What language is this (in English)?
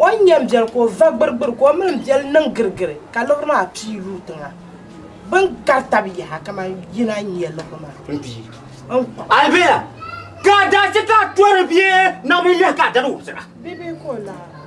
Dagbani